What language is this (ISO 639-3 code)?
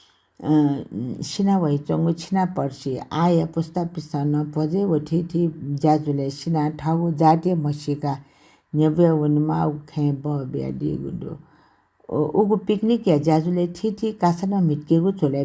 new